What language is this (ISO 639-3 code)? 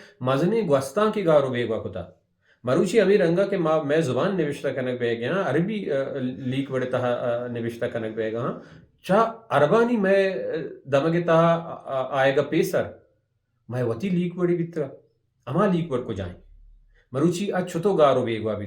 bal